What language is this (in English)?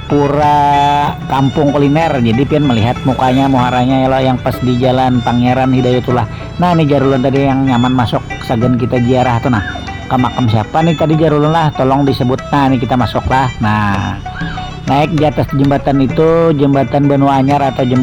Banjar